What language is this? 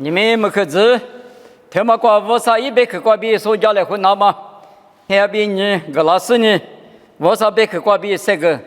Lisu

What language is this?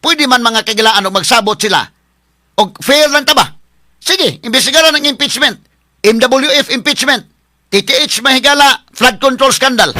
Cebuano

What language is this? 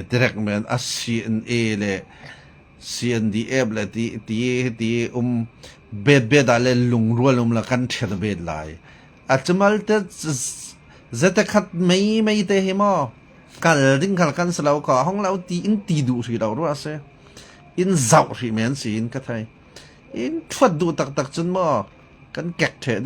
Falam Chin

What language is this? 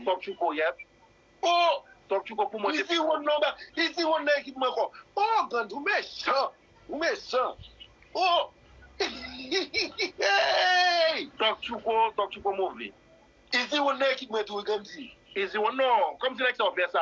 Haitian Creole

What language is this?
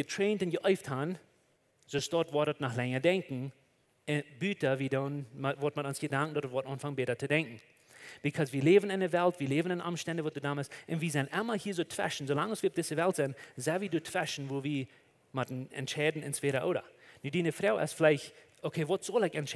Plautdietsch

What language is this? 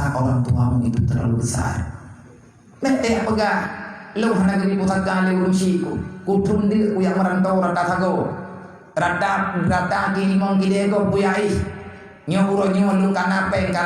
Achinese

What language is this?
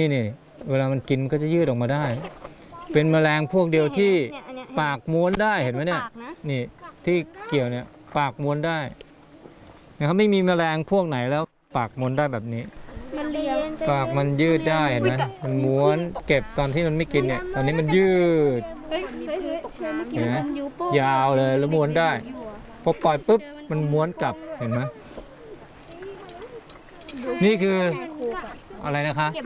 Thai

